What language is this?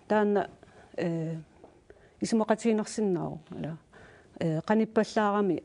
Kalaallisut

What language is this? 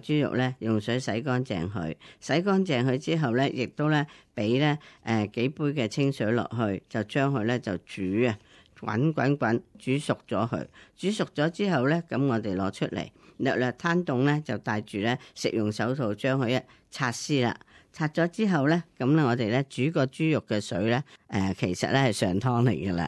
Cantonese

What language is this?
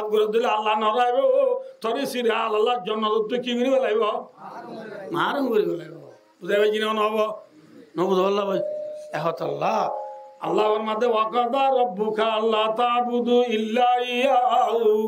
Rohingya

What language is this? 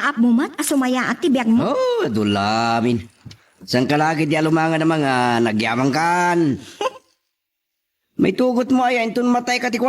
Iloko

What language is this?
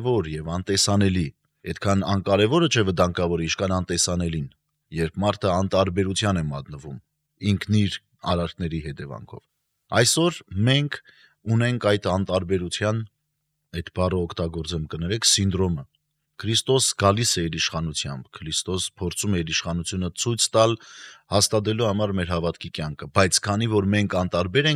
Armenian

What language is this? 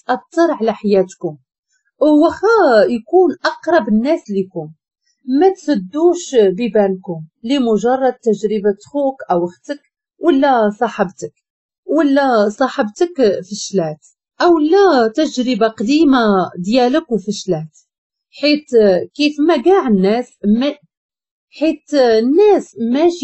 Moroccan Arabic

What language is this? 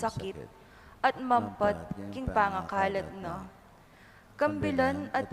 Pampanga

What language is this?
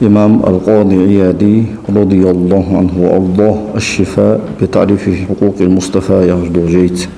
Ingush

